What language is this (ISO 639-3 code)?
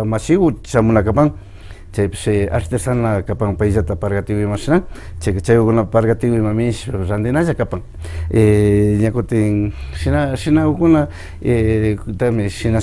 qvi